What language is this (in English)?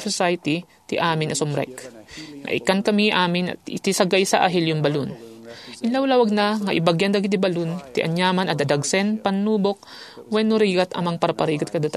Iloko